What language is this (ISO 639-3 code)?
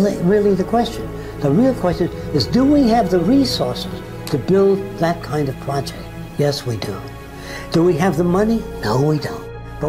eng